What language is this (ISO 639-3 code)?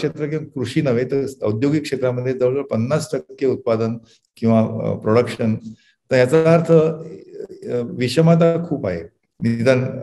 mar